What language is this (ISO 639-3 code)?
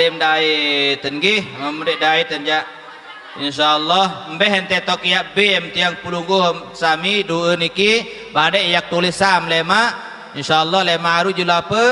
sas